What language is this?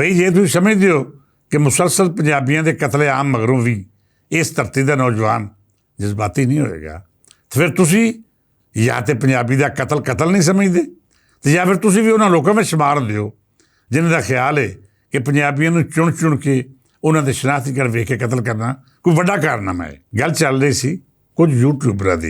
Western Panjabi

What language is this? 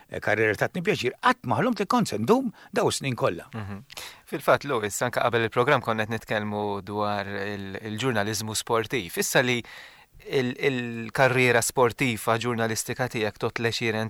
Maltese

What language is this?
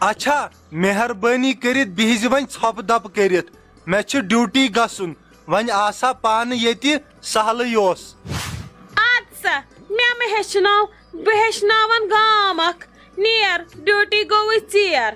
Kashmiri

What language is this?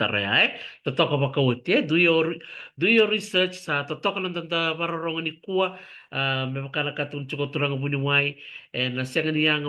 Fijian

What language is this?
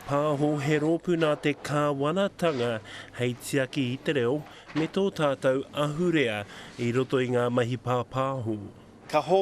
Māori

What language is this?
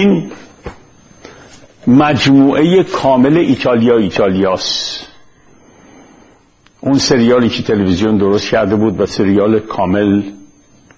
Persian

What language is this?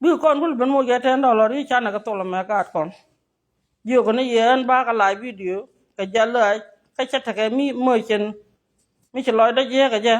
Nuer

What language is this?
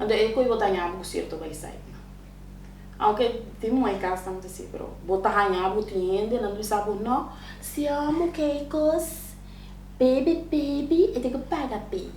Papiamento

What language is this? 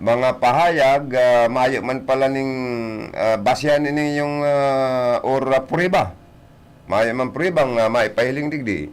Bikol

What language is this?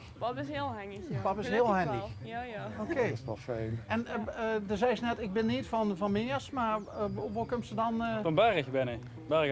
Limburgish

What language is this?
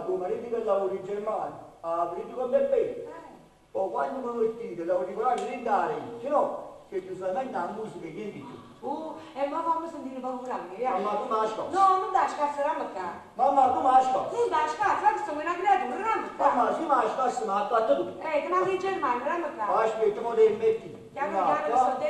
Neapolitan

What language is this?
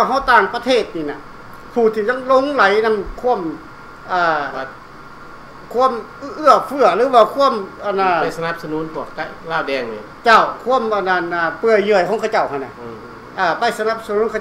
Thai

